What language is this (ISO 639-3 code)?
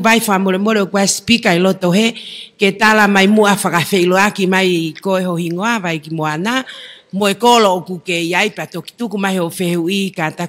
ton